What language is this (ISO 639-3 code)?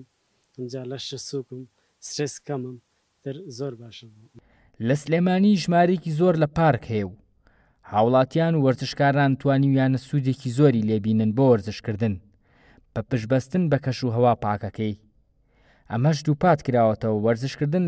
ckb